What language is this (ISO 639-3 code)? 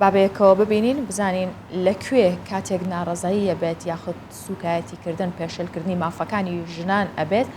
ckb